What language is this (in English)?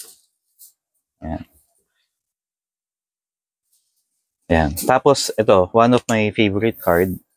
Filipino